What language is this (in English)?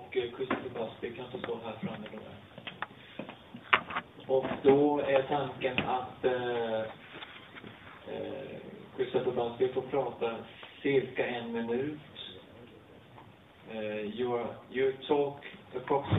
Swedish